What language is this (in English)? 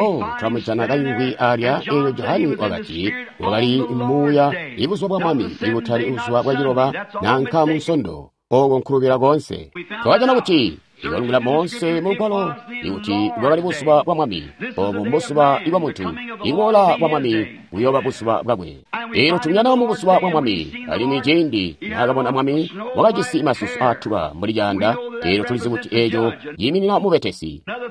Tonga (Zambia)